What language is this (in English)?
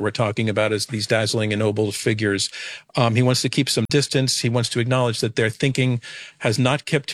English